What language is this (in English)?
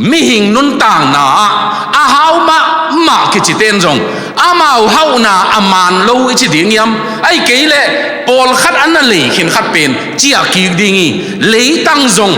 Tedim Chin